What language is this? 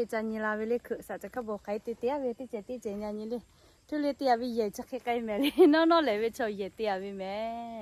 Lahu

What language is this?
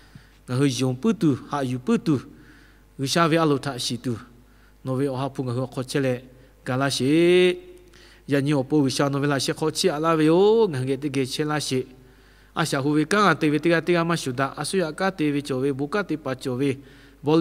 Lahu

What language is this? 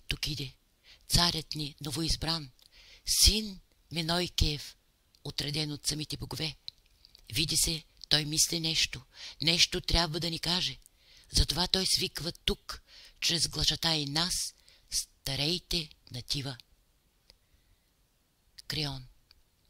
Bulgarian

